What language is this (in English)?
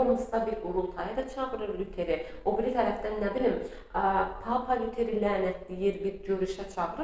Azerbaijani